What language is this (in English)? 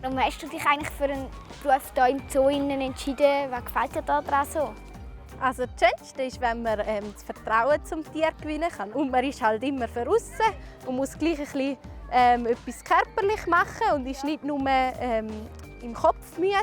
Swiss German